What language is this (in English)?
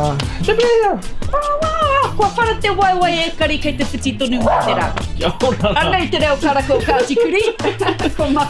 Māori